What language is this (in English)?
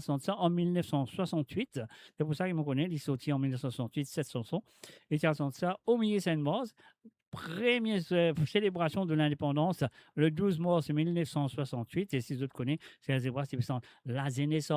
Morisyen